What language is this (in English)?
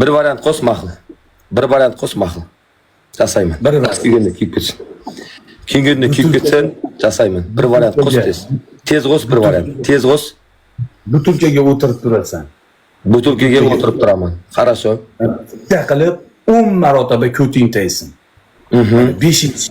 Uzbek